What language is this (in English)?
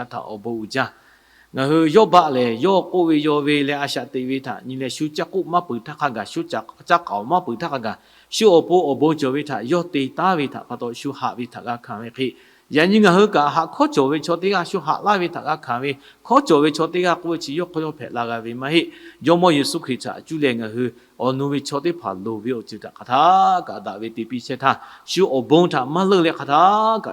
Lahu